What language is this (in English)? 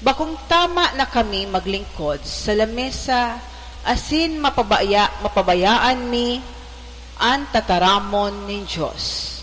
Bikol